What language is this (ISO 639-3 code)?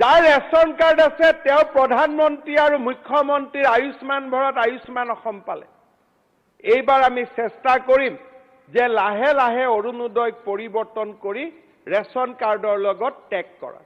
asm